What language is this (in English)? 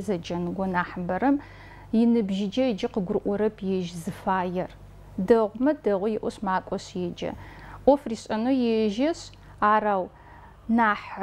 Adyghe